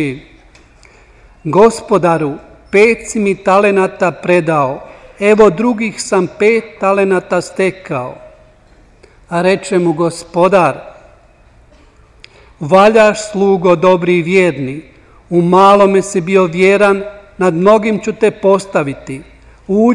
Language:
Croatian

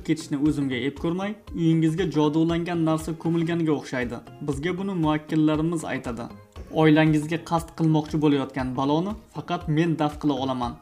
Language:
Uzbek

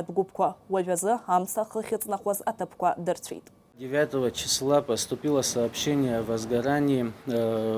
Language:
Abkhazian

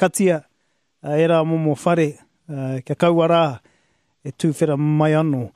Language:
Māori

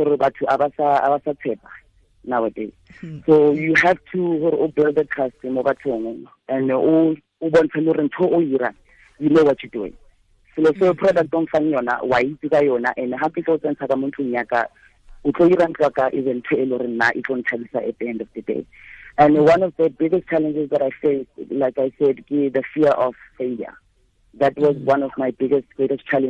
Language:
Tswana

